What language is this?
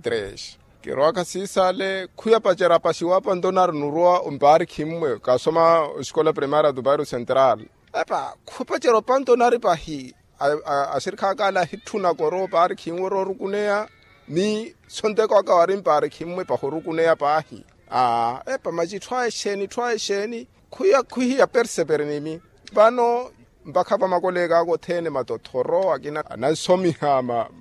Makhuwa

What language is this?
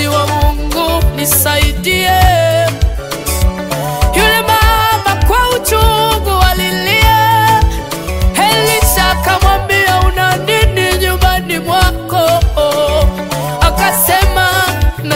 Swahili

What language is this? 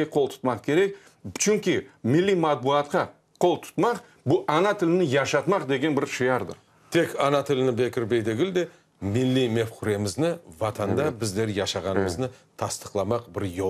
Crimean Tatar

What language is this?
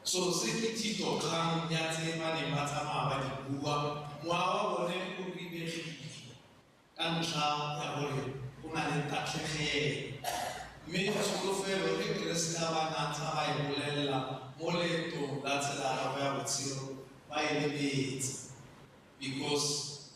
Tswana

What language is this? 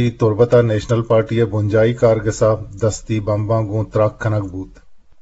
Eastern Balochi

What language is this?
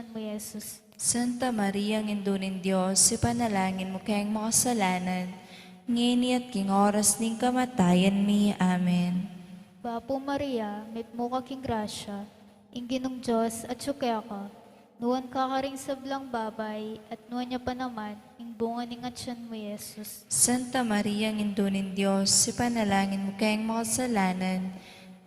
Pampanga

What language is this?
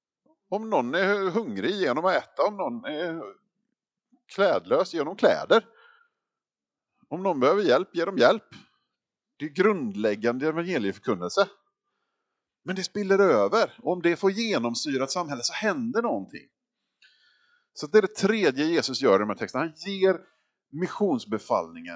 Swedish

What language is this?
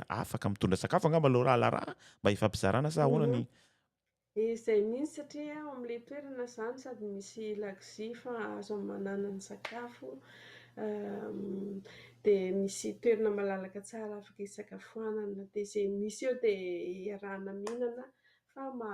Malagasy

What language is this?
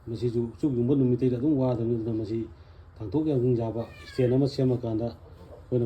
Manipuri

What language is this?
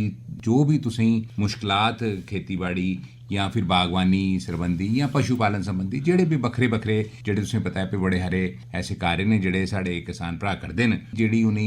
Dogri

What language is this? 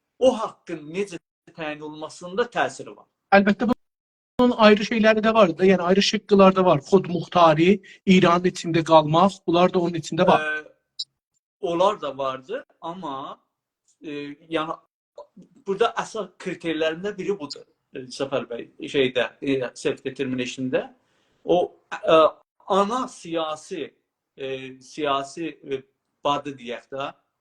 South Azerbaijani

